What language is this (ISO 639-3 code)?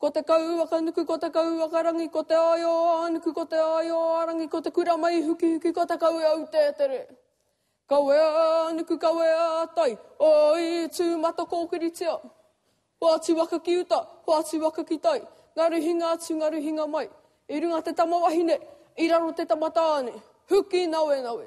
mri